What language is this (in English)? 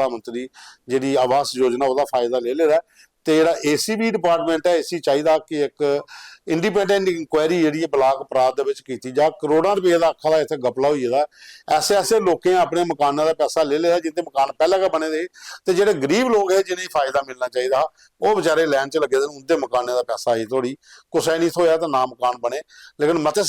Dogri